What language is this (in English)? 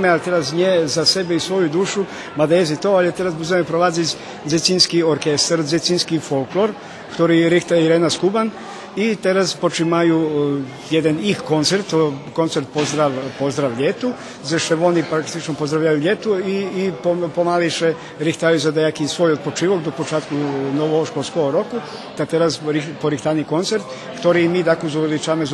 Rusyn